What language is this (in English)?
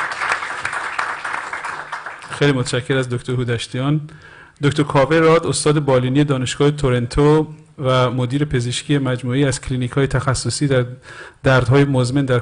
Persian